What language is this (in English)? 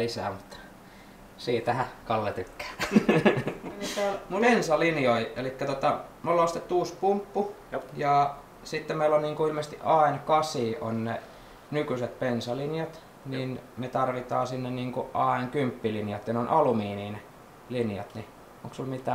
Finnish